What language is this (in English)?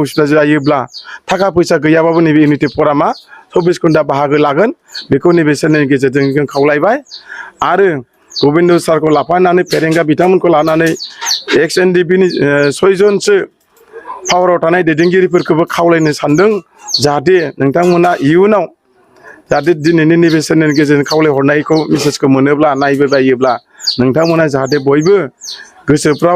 Bodo